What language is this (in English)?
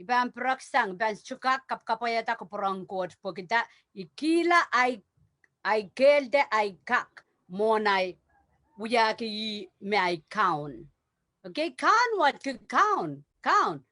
Pohnpeian